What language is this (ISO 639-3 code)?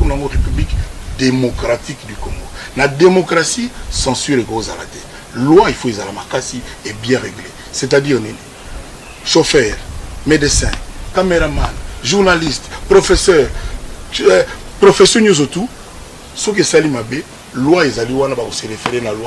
lin